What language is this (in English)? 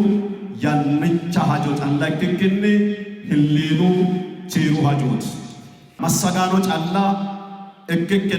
Sidamo